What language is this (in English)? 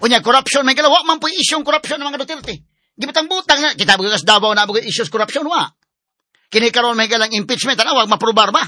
Cebuano